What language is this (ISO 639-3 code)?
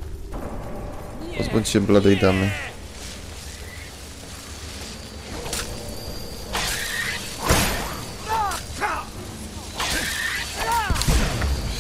pol